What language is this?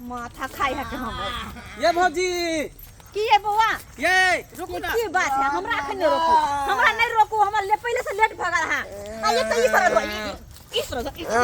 Maithili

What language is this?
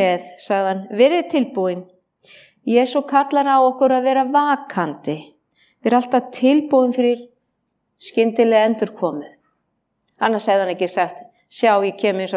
Icelandic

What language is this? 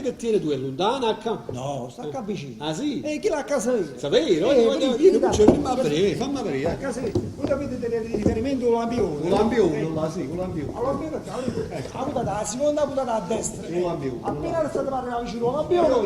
Neapolitan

